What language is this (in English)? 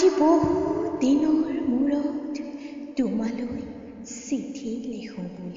Assamese